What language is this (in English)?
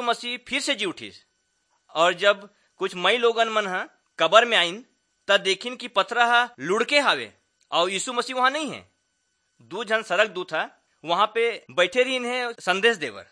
Chhattisgarhi